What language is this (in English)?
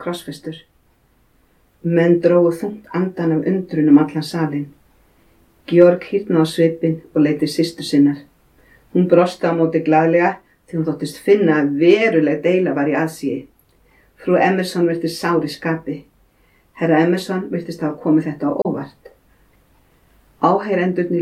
Icelandic